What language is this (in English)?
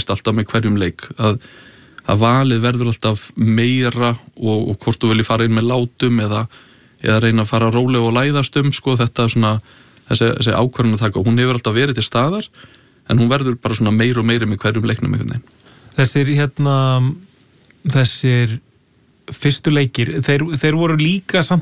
Icelandic